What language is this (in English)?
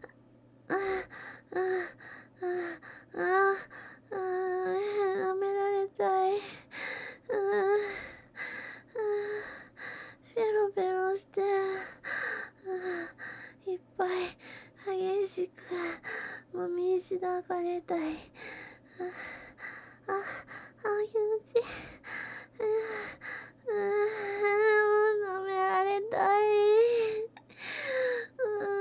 Japanese